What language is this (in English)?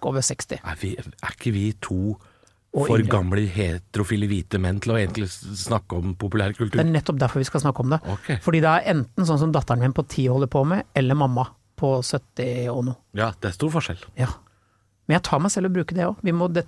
Norwegian